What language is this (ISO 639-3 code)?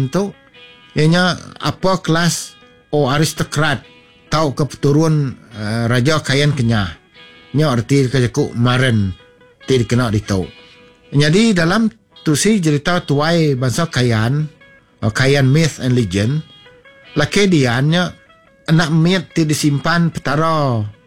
iba